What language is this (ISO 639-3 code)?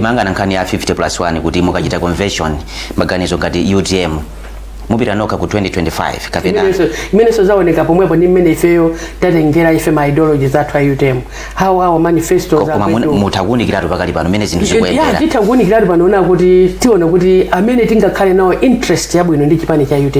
nya